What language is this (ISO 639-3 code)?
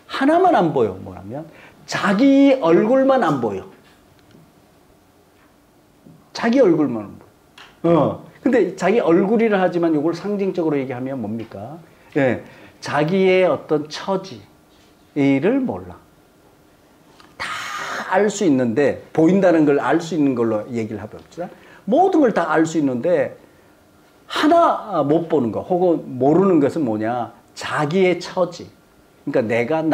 kor